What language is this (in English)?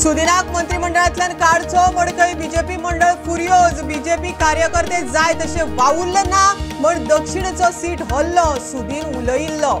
Konkani